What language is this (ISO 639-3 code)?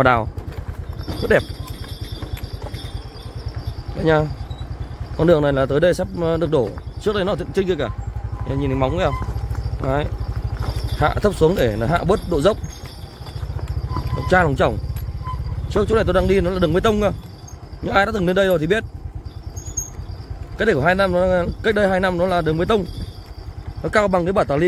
vie